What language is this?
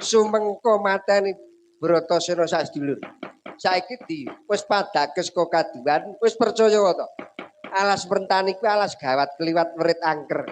Javanese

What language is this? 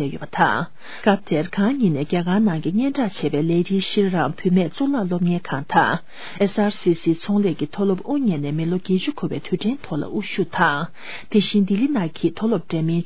Tibetan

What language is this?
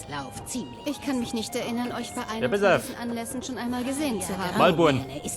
Bavarian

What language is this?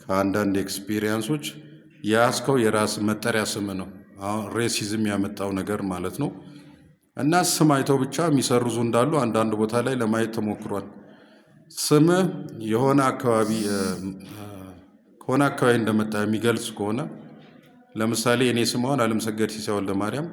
Amharic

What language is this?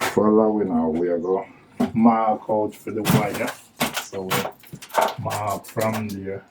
Jamaican Creole English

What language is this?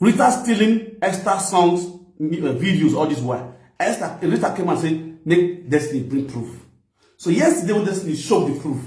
Nigerian Pidgin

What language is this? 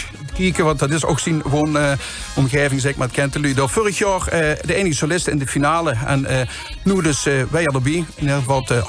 Limburgish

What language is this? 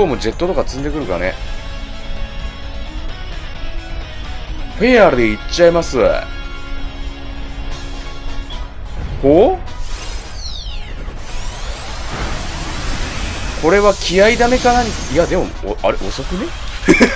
Japanese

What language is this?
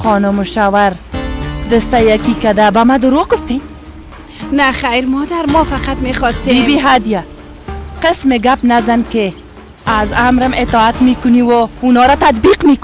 Persian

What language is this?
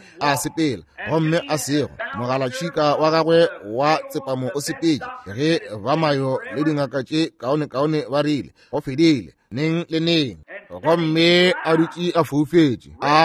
Northern Sotho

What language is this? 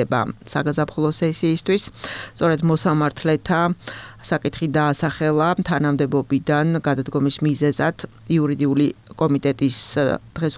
Georgian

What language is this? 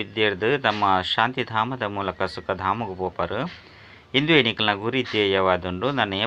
Tulu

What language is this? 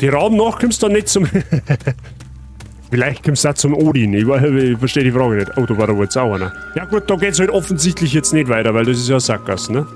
Bavarian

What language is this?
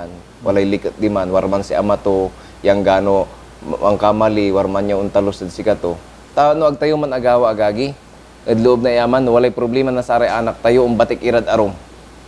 Pangasinan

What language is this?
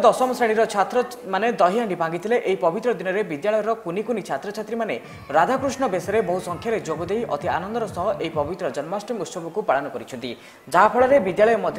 Odia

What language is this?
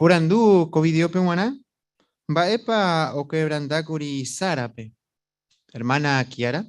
Guarani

